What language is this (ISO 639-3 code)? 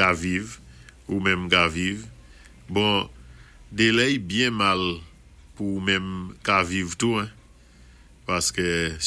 acf